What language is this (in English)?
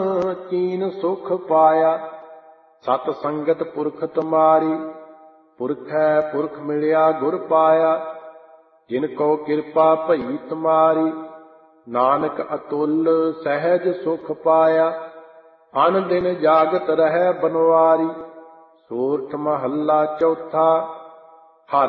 Punjabi